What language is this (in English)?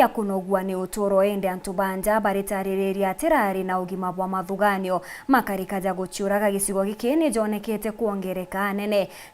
Meru